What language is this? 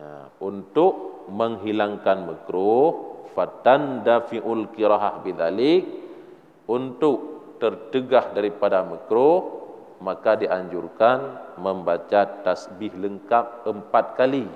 Achinese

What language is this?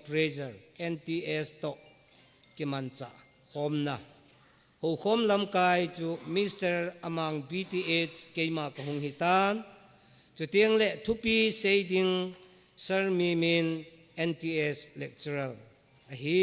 Thado Chin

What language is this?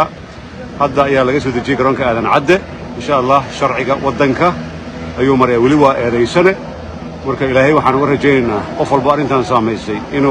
Somali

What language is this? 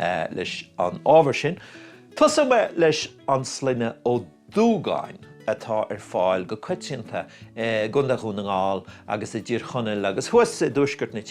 Irish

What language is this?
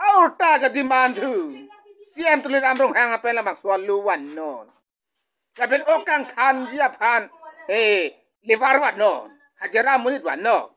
Karbi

